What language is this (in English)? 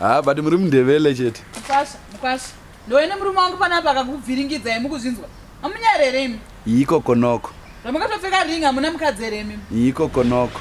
Shona